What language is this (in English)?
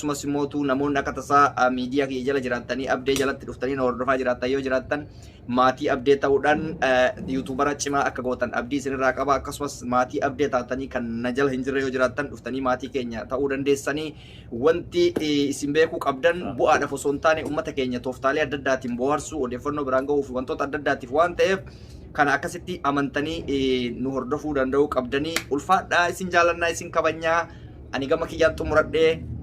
Oromo